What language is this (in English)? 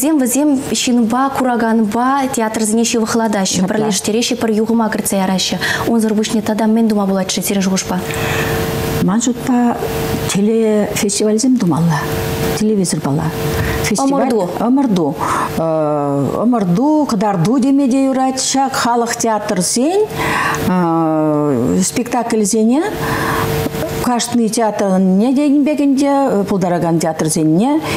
Chuvash